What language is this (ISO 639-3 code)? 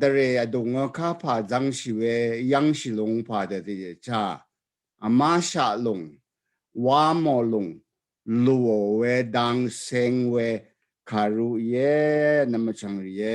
raw